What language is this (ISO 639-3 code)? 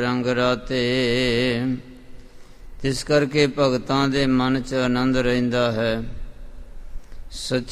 pan